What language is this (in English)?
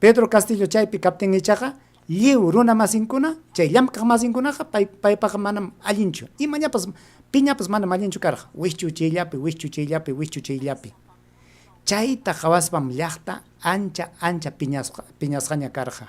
Ayacucho Quechua